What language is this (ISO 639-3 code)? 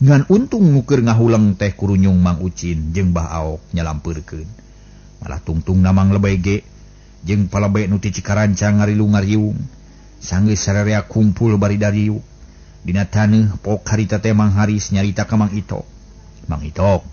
sun